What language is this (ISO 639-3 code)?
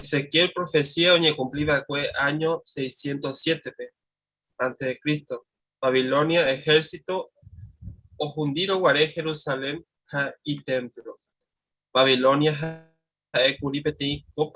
grn